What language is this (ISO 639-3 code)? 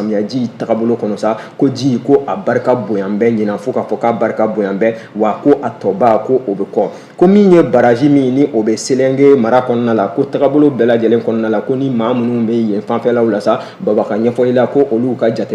bam